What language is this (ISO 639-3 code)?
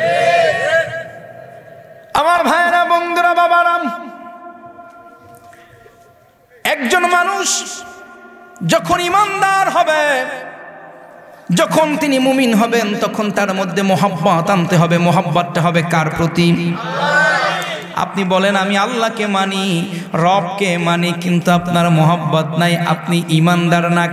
ben